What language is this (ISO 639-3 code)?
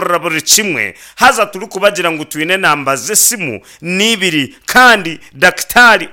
nyn